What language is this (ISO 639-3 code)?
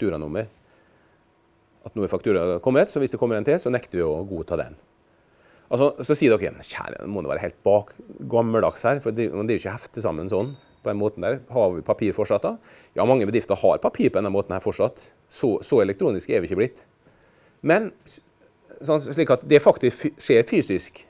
nor